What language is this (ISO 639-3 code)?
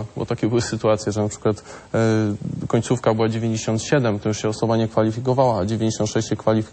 pol